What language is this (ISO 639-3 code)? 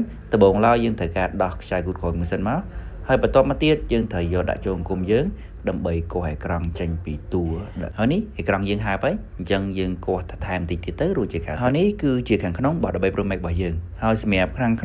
khm